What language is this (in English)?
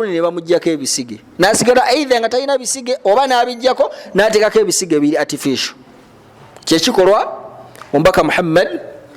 Ganda